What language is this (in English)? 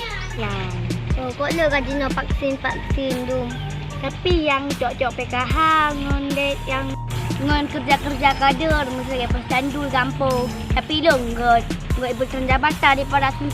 Achinese